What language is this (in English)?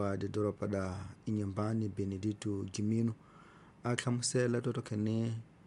Tsonga